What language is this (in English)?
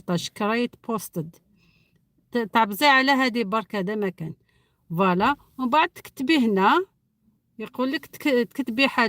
Algerian Arabic